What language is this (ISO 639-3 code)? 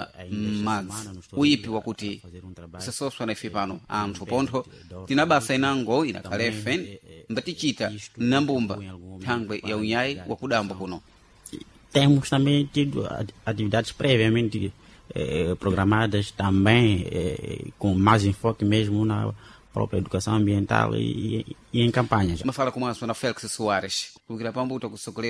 seh